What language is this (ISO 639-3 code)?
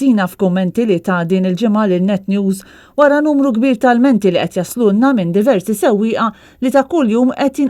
mlt